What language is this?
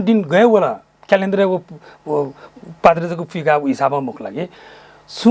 Newari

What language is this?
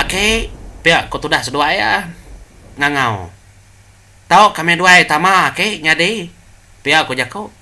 Iban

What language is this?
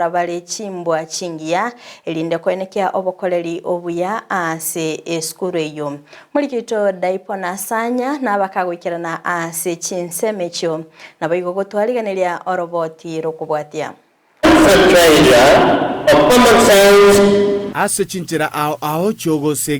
Gusii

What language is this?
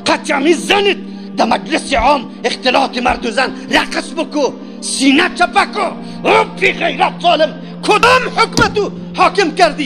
Persian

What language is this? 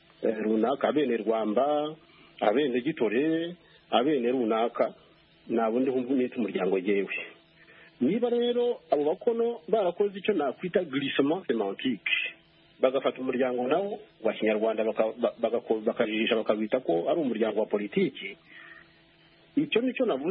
Kinyarwanda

